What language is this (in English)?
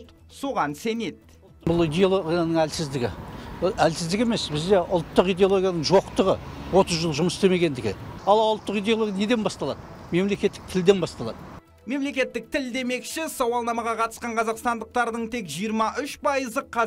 Kazakh